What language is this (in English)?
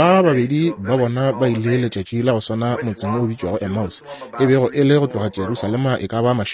Northern Sotho